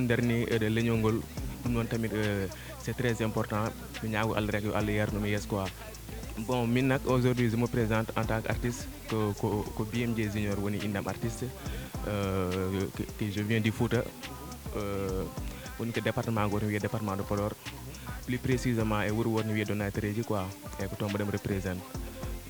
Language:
Fula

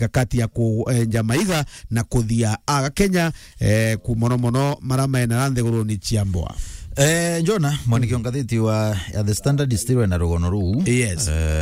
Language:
Meru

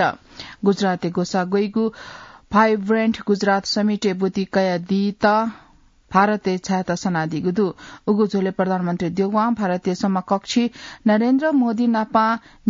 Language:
Newari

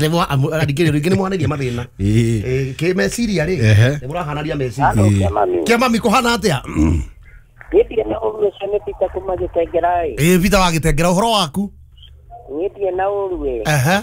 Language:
Kikuyu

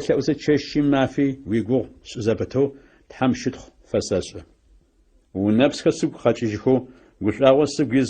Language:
Adyghe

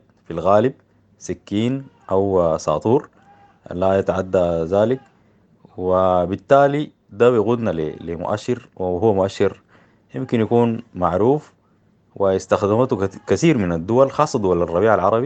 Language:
Sudanese Arabic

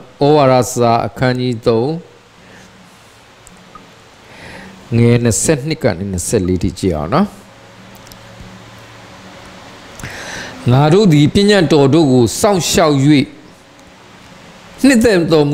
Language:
Burmese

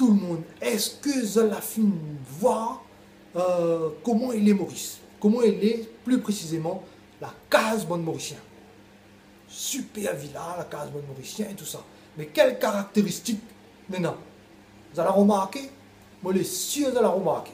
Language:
Réunion Creole French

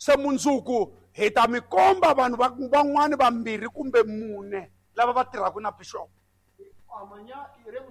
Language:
Tsonga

